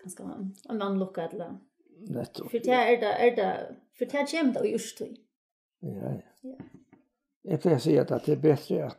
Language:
Faroese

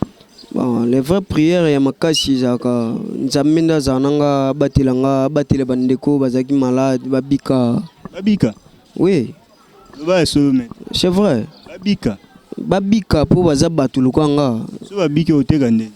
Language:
Lingala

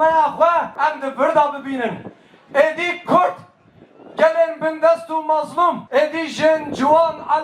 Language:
Kurdish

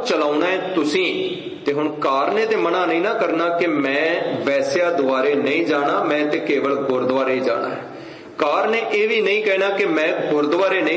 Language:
Punjabi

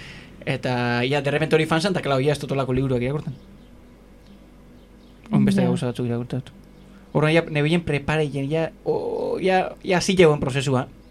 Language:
Basque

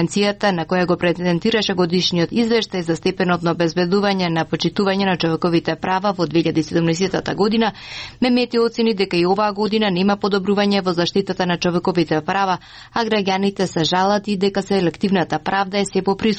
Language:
Macedonian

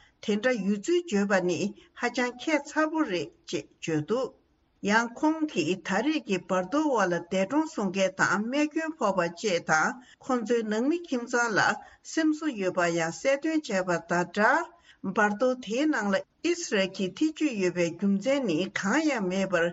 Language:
Tibetan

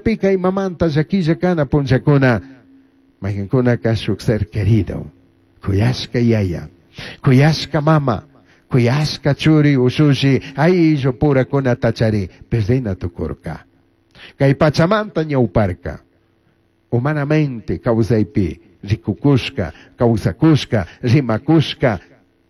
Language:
Chimborazo Highland Quichua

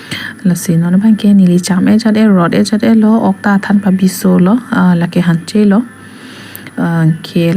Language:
Karbi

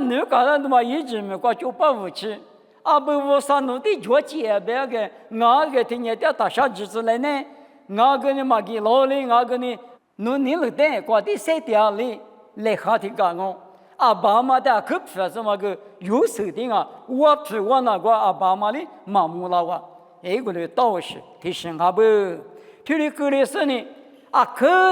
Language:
Lisu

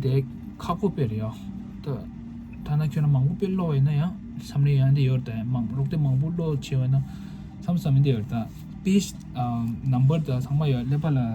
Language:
Tibetan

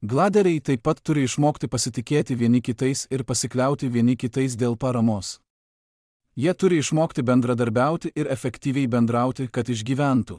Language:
Lithuanian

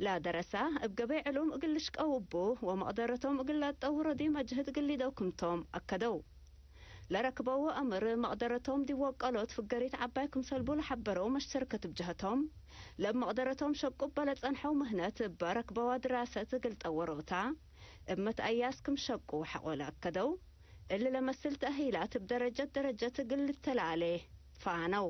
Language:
Tigre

